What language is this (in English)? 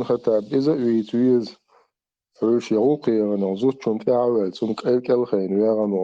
Chechen